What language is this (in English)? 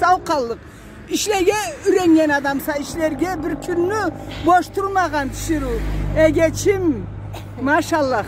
Karachay-Balkar